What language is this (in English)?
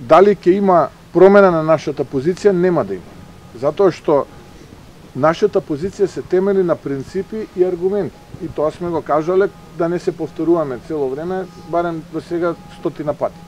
Macedonian